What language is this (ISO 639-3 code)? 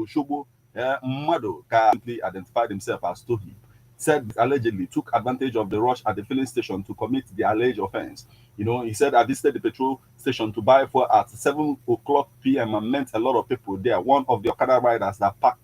ibo